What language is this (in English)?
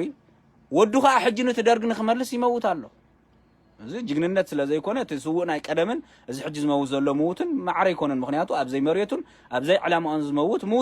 Tigrinya